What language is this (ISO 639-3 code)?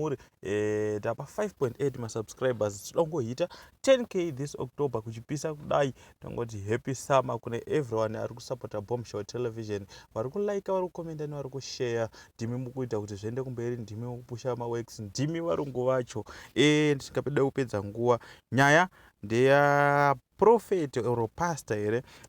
sna